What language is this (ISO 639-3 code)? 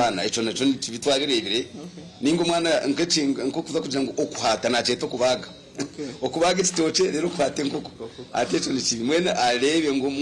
nyn